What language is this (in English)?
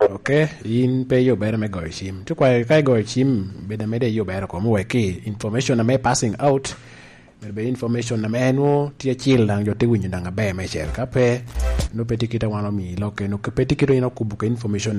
Lango (Uganda)